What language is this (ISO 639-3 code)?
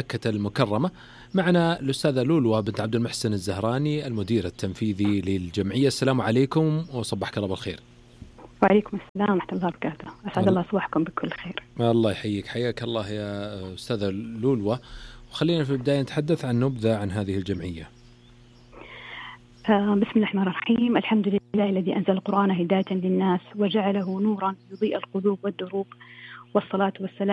ara